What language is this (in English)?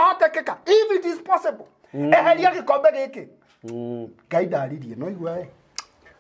Kikuyu